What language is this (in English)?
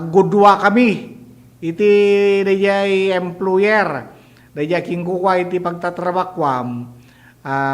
Iloko